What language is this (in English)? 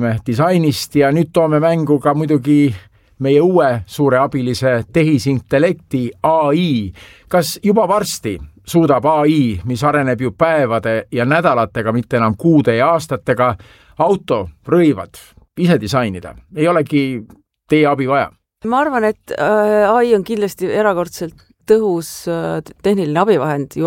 Estonian